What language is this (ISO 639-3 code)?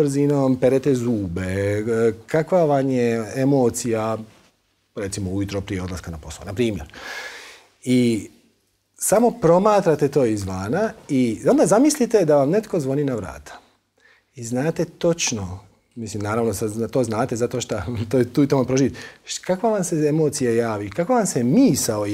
hrv